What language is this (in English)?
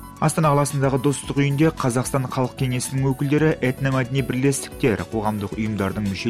Kazakh